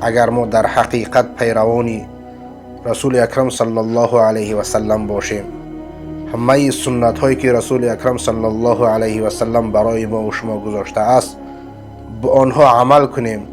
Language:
Persian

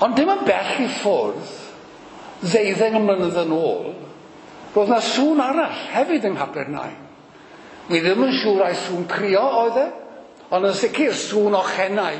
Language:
Welsh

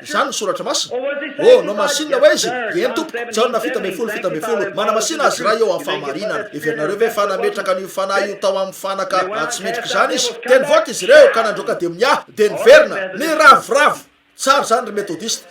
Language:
Malagasy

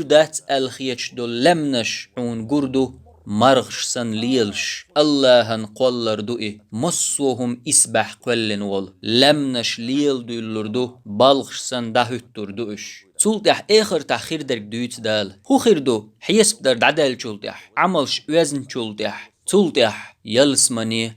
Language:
Chechen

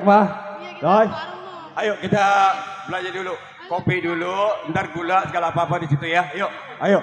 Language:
Betawi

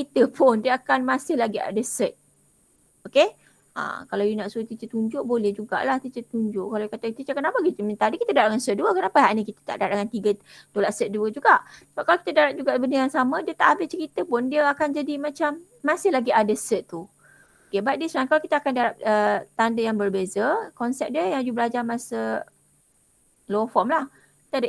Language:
Malay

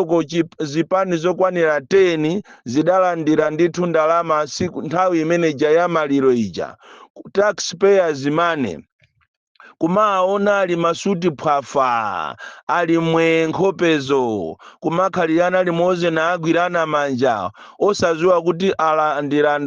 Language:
Nyanja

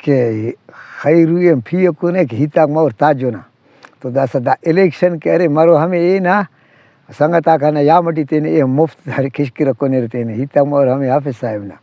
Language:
Brahui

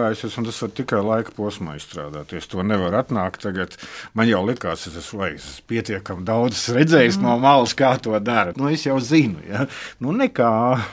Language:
Latvian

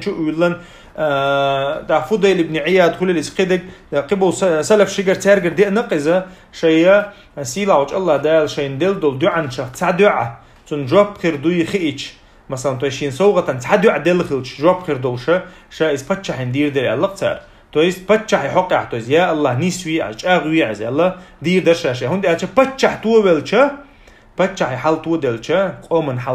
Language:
Chechen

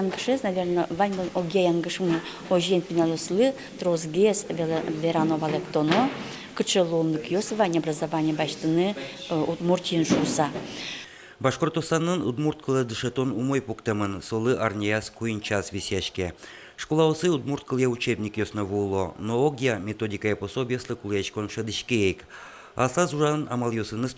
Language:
Udmurt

